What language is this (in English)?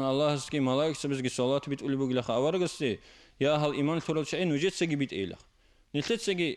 Avaric